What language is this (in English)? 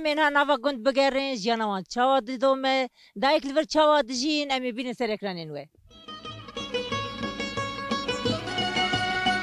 Kurdish